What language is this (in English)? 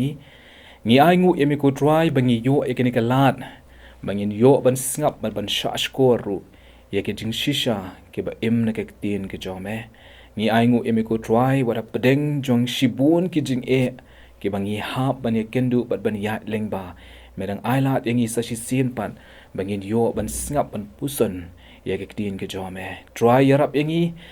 Khasi